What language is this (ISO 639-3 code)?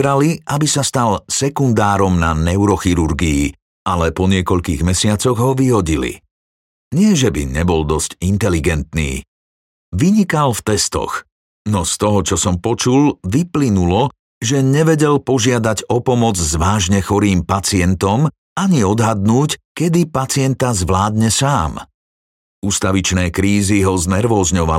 slk